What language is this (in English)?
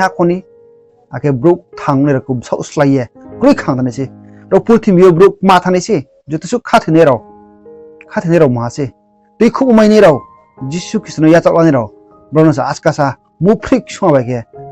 Riang (India)